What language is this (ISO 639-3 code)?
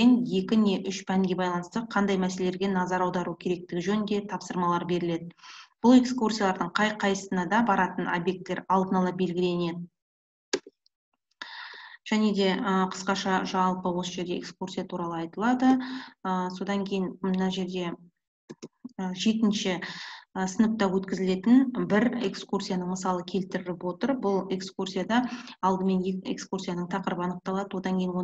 kaz